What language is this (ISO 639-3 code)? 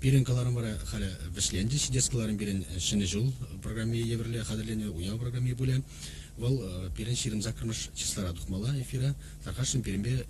chv